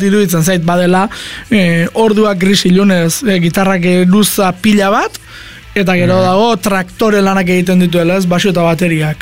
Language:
Basque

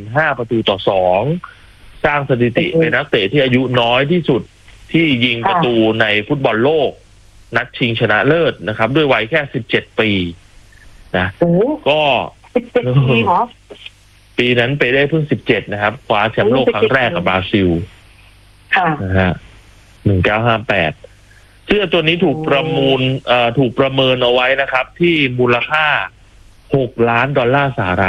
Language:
Thai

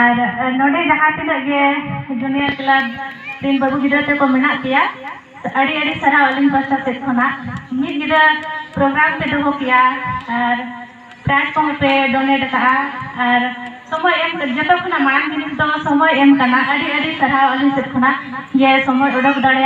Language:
Santali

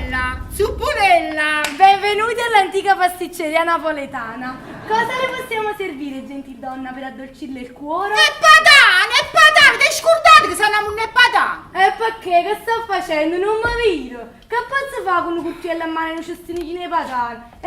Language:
Neapolitan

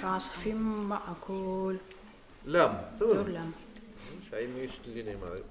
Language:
Kumyk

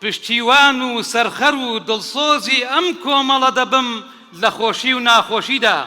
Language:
Central Kurdish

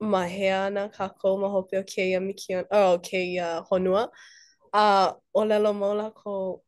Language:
Hawaiian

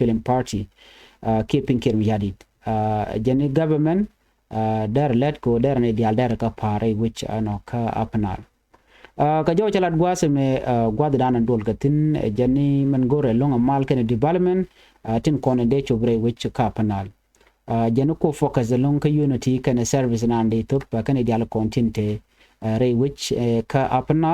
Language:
Nuer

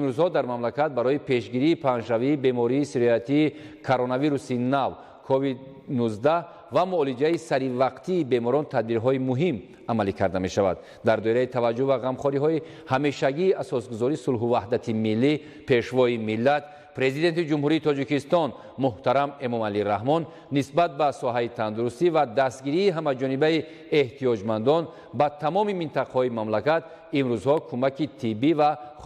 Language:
Tajik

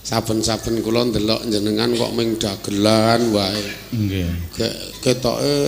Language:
Javanese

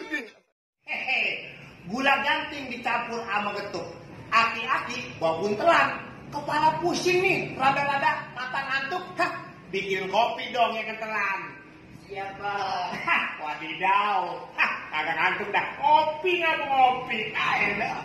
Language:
Betawi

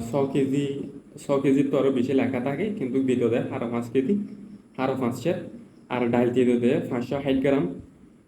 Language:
Rohingya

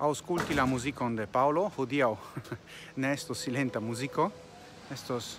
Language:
Esperanto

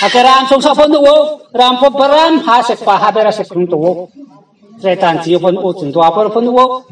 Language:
Riang (India)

